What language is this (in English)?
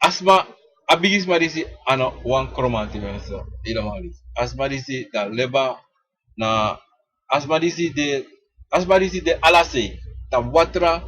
Sranan Tongo